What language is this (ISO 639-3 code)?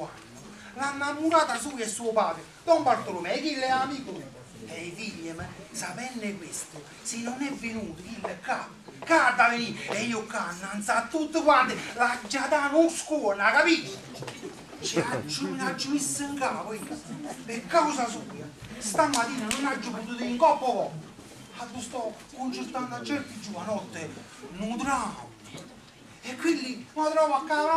nap